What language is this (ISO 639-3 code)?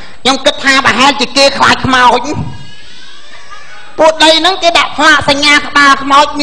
khm